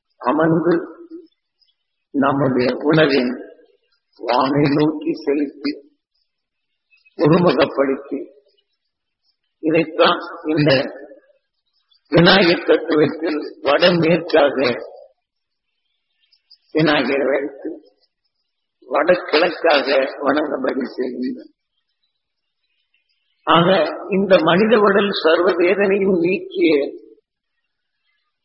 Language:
Tamil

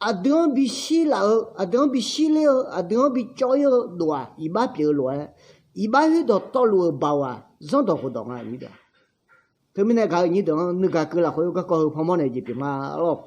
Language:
Akha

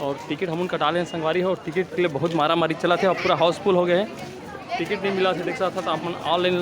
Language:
Chhattisgarhi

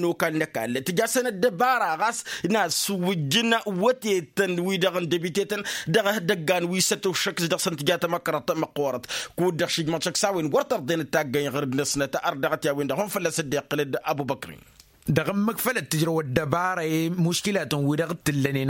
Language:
Tamasheq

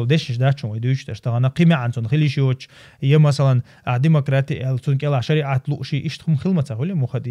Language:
Chechen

